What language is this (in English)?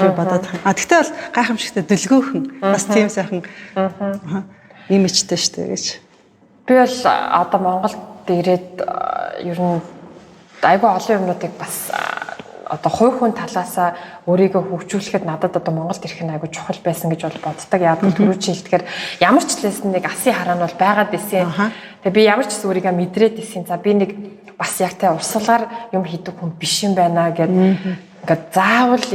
Mongolian